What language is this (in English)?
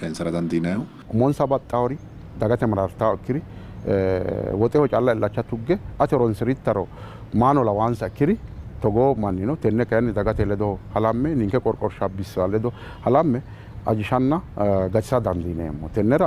Sidamo